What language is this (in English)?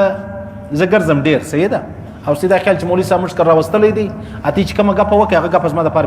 Pashto